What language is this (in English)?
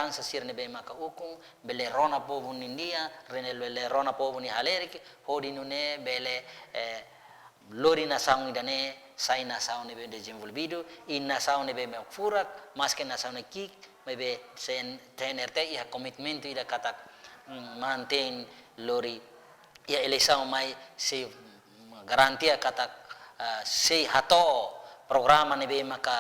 Tetum